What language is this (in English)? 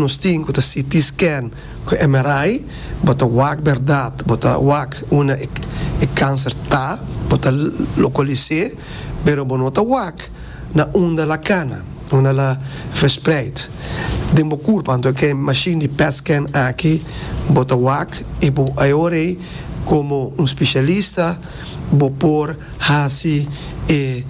Papiamento